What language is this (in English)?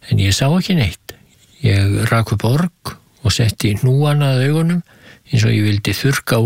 Icelandic